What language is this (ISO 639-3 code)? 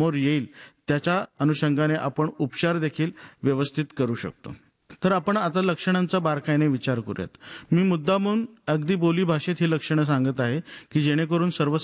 mar